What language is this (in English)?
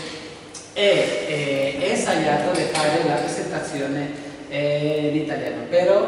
Italian